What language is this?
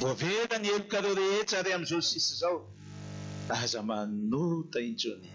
Malagasy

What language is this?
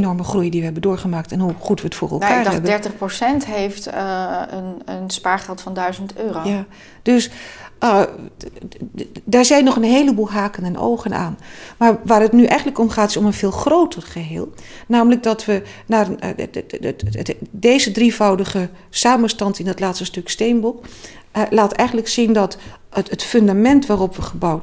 Dutch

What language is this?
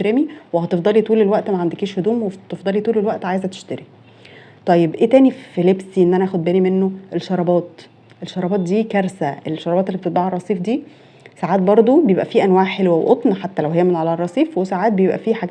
Egyptian Arabic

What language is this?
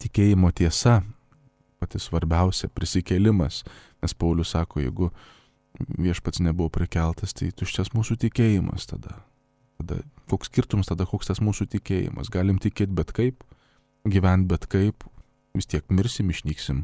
Lithuanian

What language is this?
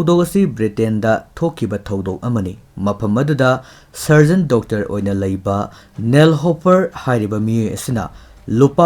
Manipuri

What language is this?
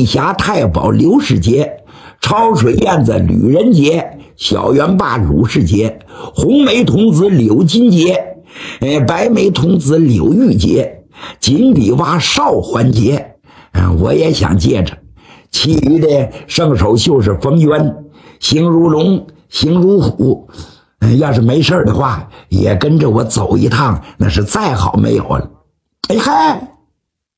Chinese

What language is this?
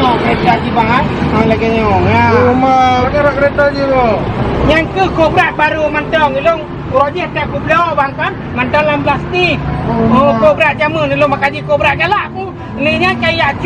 Achinese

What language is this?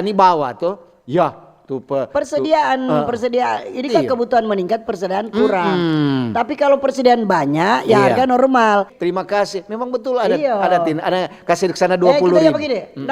Manado Malay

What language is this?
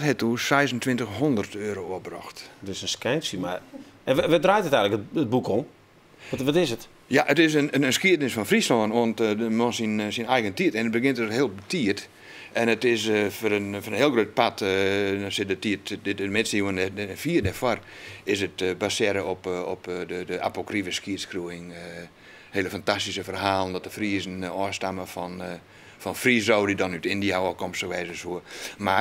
Western Frisian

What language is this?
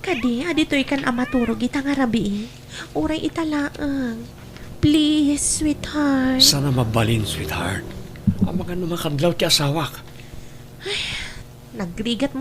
Iloko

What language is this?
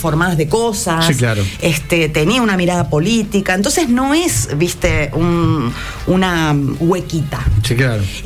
Spanish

